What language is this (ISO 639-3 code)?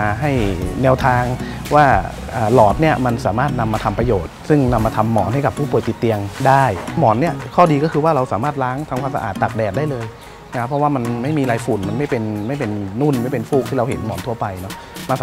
tha